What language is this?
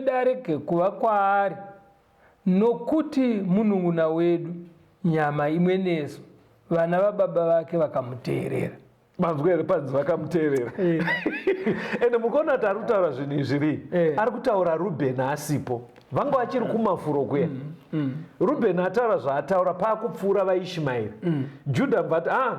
Shona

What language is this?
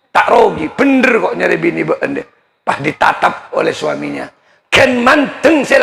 Madurese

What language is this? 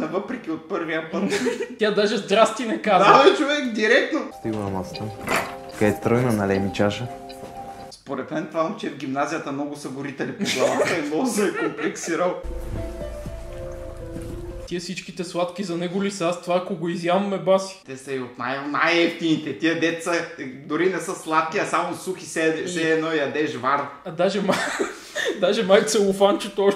Bulgarian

